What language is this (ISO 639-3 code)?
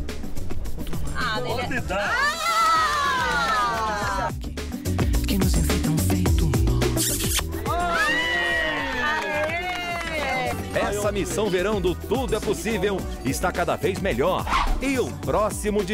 por